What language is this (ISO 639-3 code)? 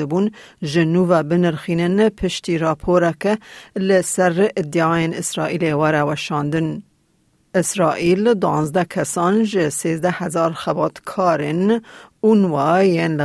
kur